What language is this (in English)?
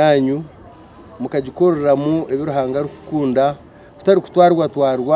Nyankole